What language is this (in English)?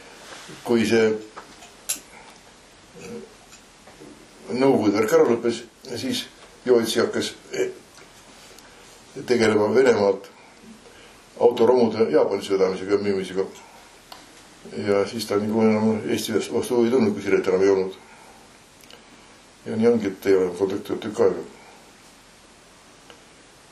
Estonian